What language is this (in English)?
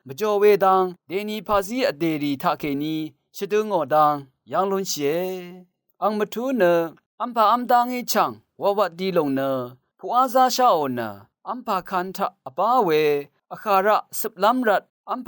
Rawang